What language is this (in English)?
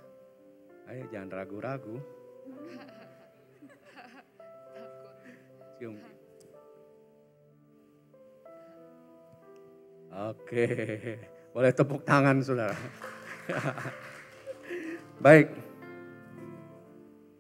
Indonesian